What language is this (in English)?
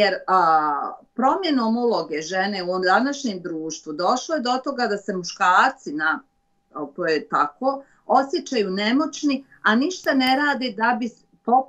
Bosnian